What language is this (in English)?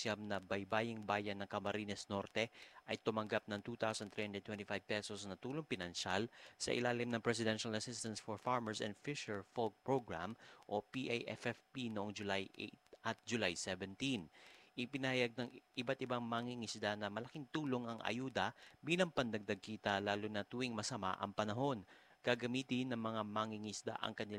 Filipino